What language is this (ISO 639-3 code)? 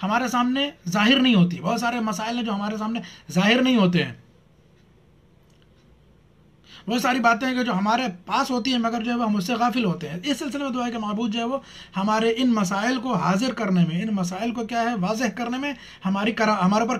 urd